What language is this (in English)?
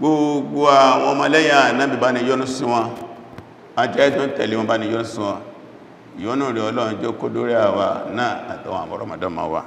Yoruba